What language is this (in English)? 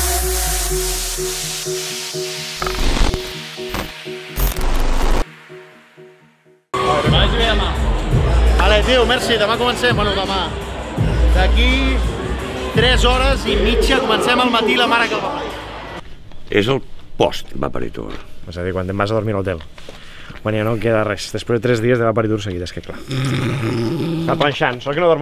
Catalan